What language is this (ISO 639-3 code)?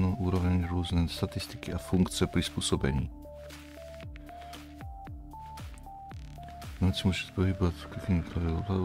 slk